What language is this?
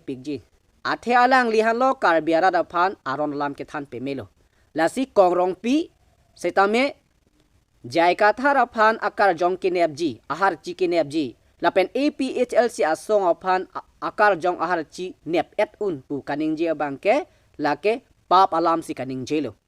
Karbi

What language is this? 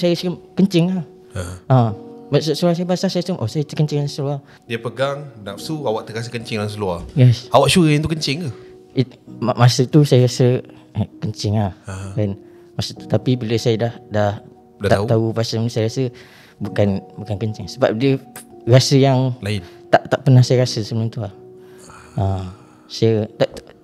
Malay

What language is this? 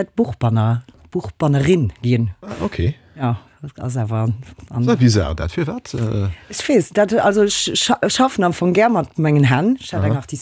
Luxembourgish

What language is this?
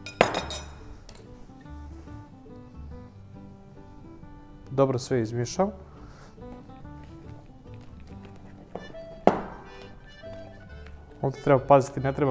Croatian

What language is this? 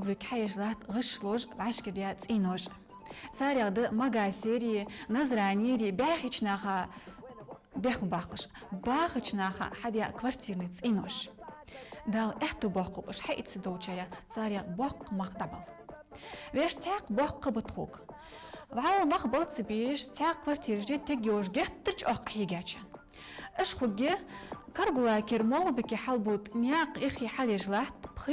Ingush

